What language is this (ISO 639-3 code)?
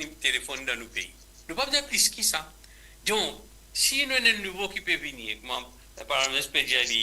mfe